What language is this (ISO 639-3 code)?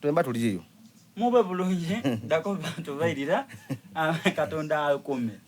xog